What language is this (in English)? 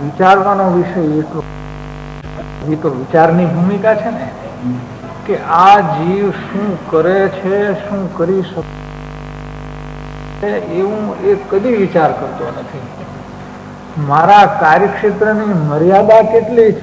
Gujarati